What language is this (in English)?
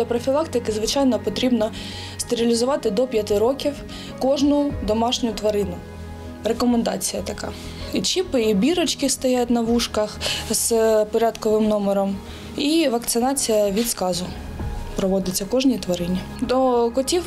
Ukrainian